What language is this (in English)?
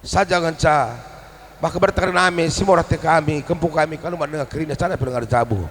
Batak Karo